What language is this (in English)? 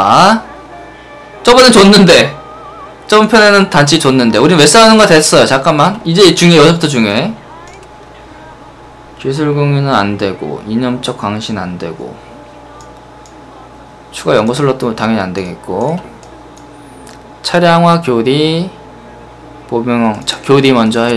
Korean